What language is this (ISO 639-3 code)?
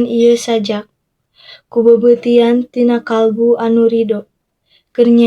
sun